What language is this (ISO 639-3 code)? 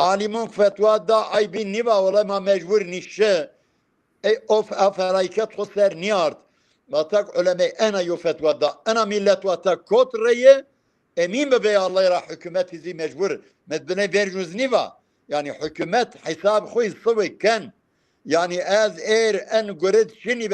zza